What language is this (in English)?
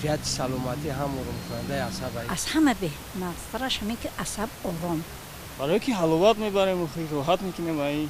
Tajik